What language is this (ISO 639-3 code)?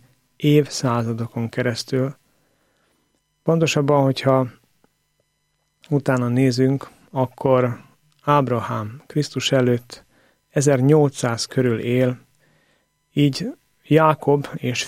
hun